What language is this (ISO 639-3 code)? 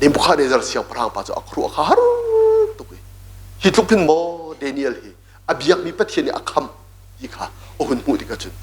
cnh